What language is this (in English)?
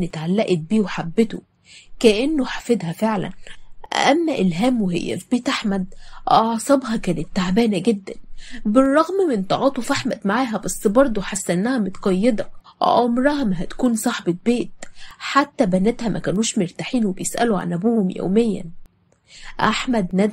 Egyptian Arabic